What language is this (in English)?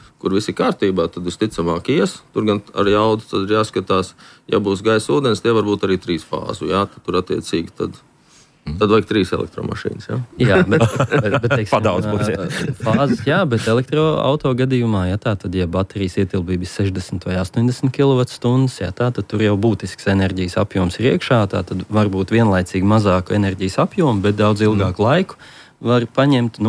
Latvian